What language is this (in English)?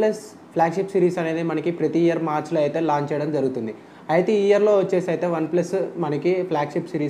Telugu